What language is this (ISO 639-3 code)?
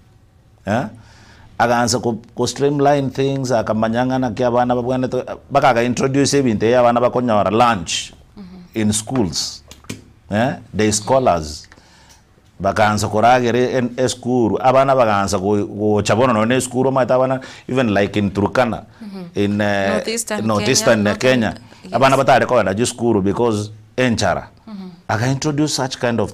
guz